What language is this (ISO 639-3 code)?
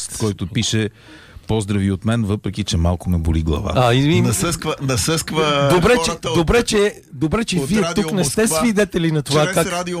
bul